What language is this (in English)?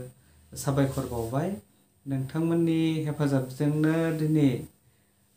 Bodo